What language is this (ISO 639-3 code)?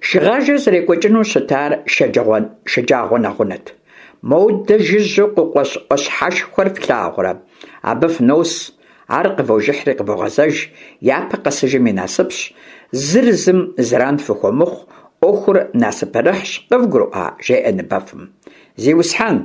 kbd